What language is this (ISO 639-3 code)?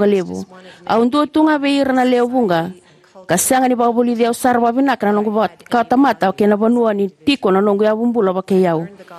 fij